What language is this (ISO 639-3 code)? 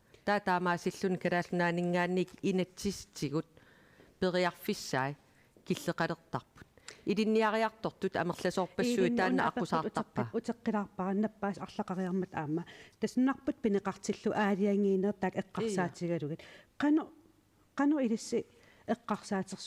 kal